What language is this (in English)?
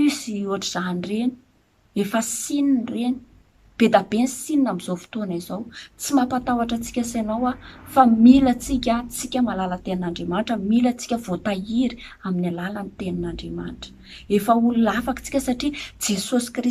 Malagasy